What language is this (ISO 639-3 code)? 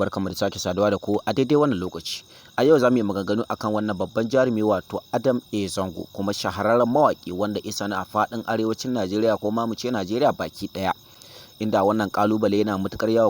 hau